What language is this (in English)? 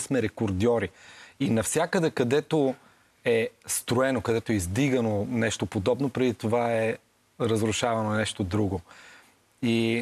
Bulgarian